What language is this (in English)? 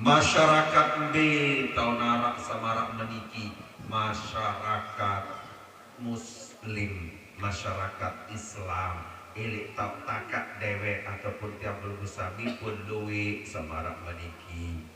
Sasak